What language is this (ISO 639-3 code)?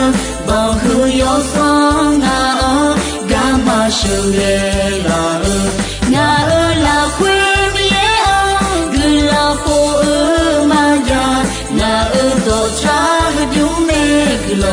ahk